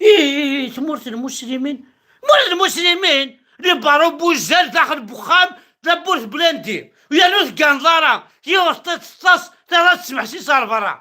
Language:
Kabyle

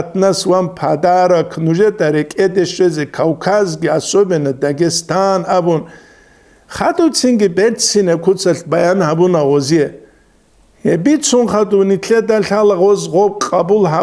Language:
Avaric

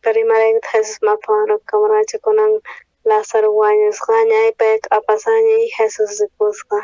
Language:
South Bolivian Quechua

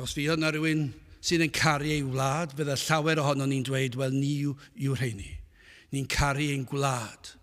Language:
Welsh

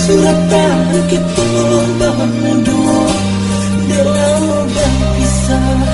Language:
Minangkabau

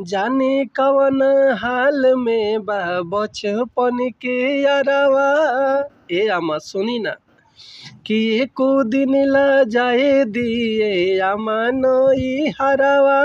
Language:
Bhojpuri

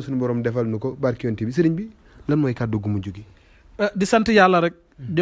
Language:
Wolof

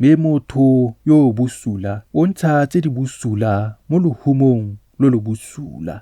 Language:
Tswana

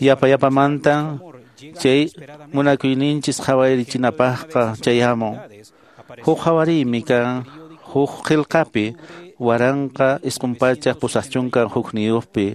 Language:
Quechua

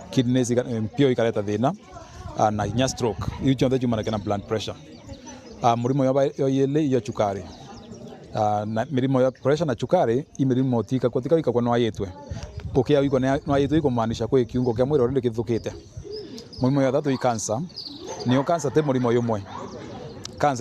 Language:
Meru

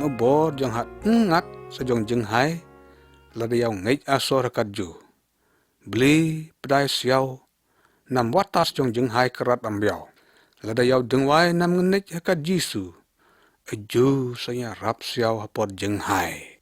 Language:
Lyngngam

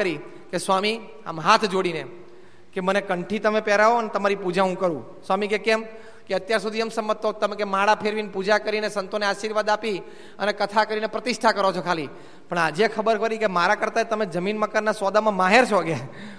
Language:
Gujarati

